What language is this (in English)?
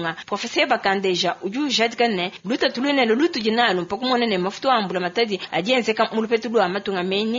Luba-Lulua